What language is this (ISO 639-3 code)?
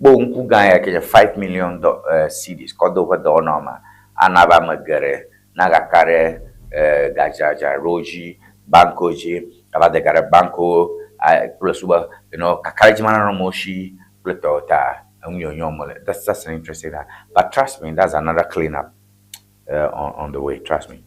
ewe